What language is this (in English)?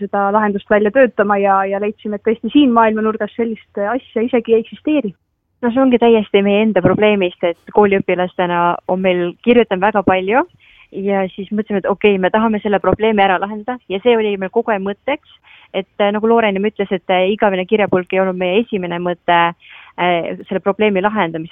Estonian